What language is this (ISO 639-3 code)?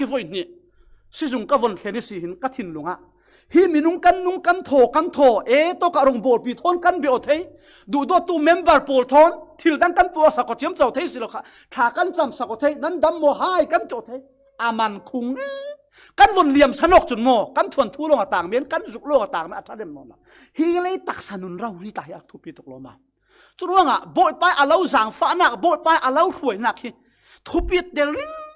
cfm